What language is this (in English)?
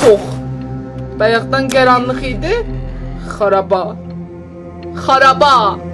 South Azerbaijani